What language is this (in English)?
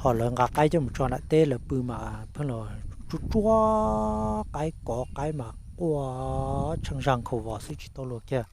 Hmong